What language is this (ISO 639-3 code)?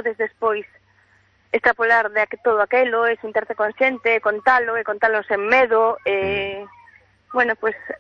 glg